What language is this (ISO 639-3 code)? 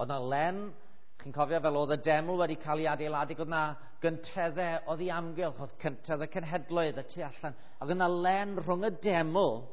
cym